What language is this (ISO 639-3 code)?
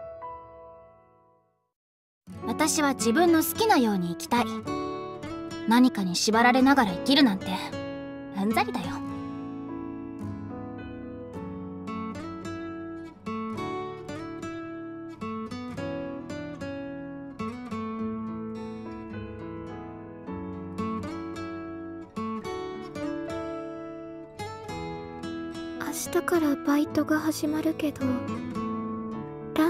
jpn